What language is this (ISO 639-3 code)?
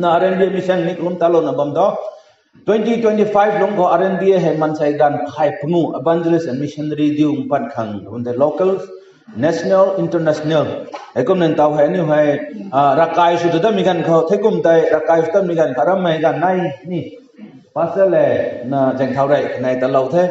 nbu